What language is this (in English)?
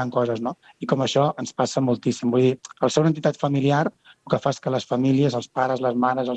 Catalan